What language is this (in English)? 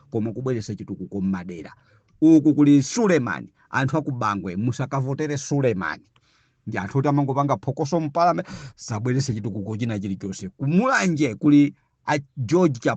Nyanja